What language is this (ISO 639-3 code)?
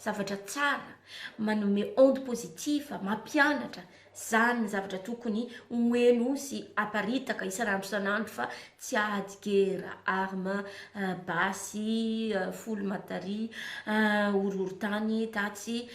mlg